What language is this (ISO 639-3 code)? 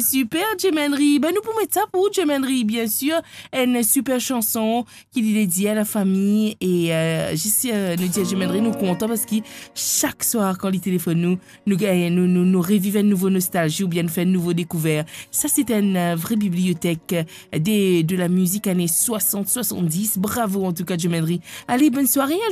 mfe